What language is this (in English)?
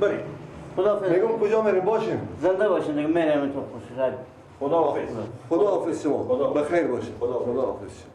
Persian